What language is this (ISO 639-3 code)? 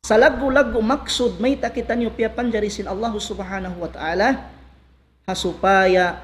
tsg